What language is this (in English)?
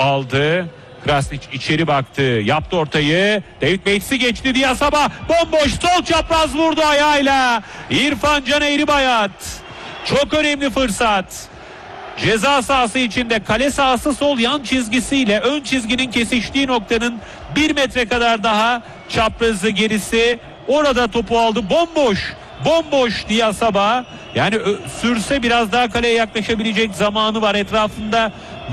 Turkish